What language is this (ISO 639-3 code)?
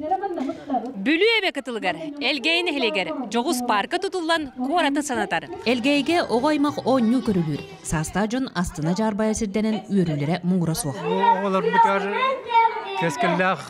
sah